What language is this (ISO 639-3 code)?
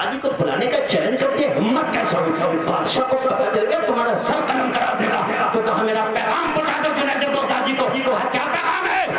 urd